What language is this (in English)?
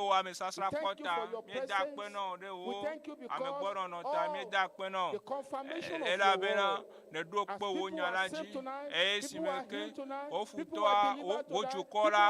Ewe